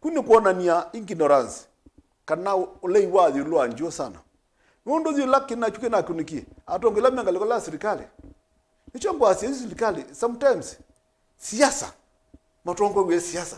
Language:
Kamba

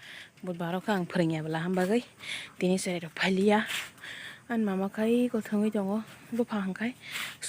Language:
Kok Borok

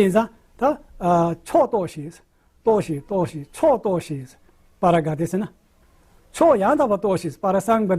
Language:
Tibetan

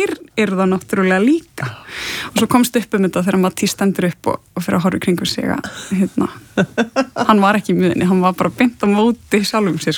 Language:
Icelandic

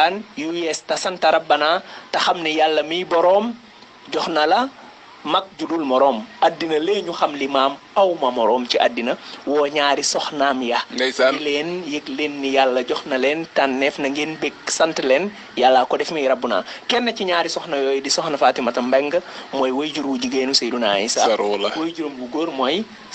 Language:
Wolof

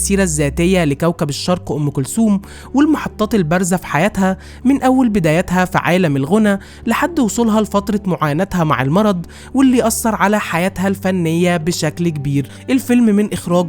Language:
Egyptian Arabic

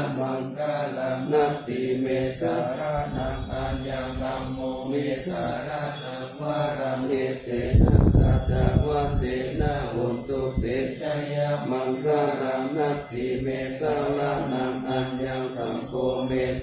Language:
Pali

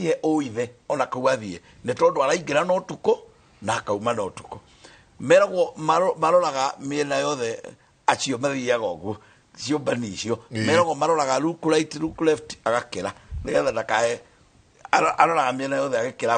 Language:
Kikuyu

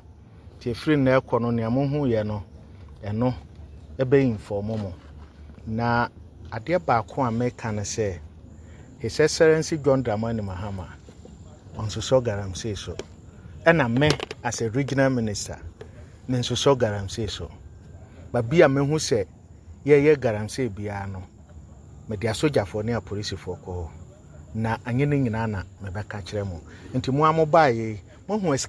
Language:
Akan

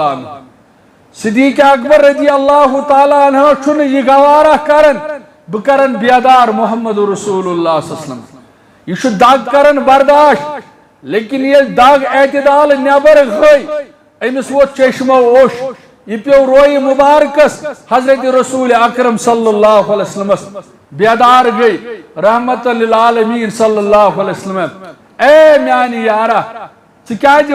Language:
Kashmiri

